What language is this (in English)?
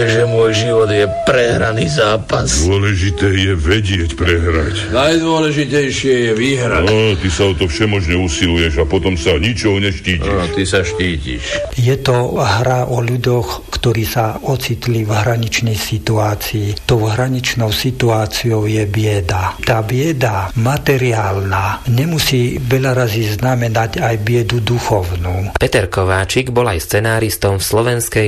Slovak